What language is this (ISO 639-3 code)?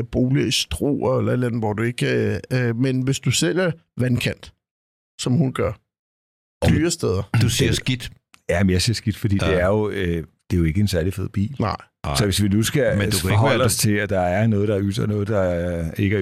dan